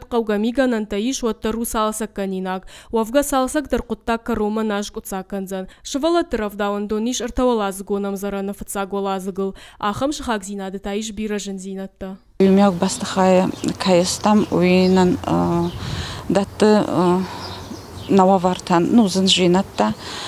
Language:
Ossetic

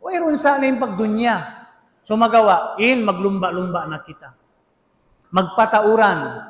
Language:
Tausug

